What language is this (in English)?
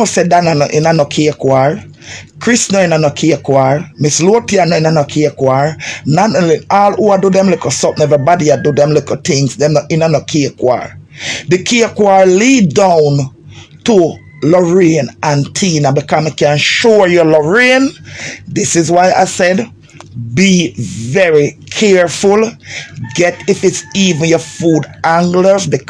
Jamaican Creole English